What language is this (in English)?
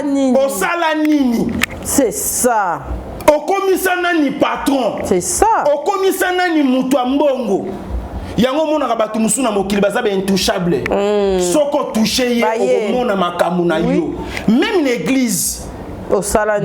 Lingala